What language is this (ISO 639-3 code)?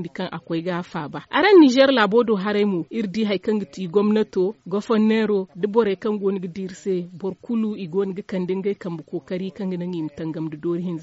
dje